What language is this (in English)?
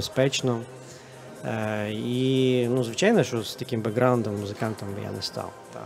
Ukrainian